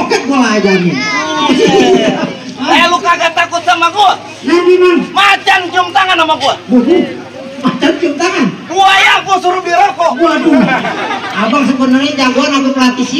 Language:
Betawi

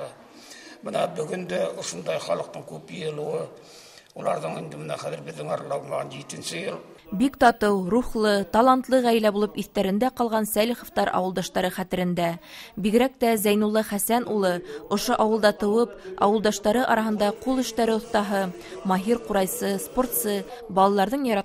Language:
Bashkir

